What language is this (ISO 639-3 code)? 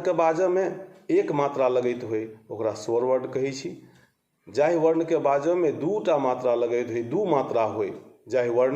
mai